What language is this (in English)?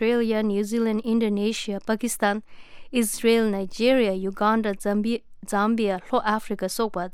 Tibetan